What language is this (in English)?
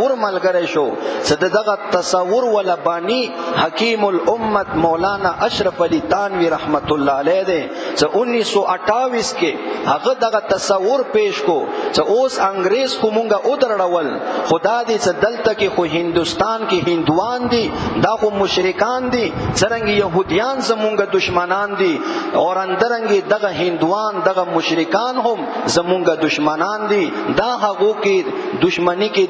Pashto